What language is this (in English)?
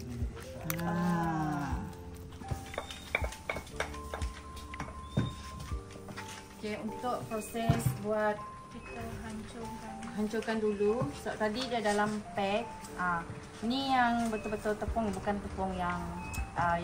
Malay